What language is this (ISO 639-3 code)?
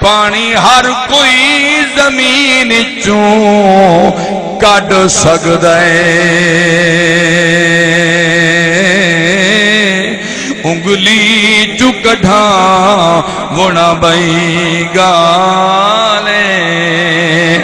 skr